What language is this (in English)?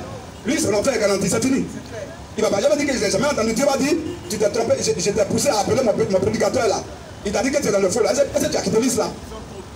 French